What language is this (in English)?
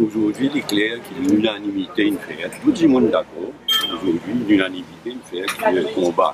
Morisyen